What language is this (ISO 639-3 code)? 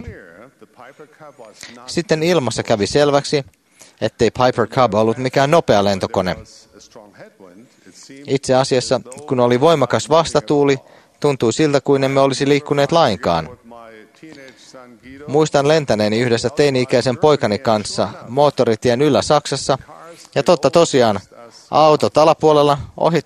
fin